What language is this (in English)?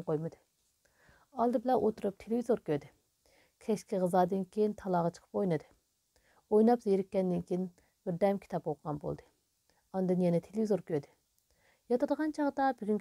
Uyghur